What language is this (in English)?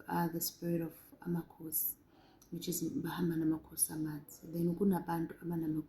Zulu